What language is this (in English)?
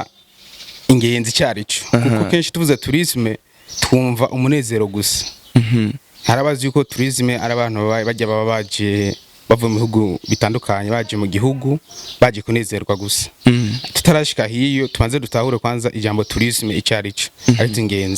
Rundi